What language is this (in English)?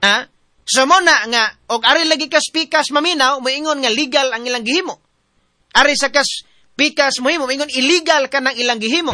Cebuano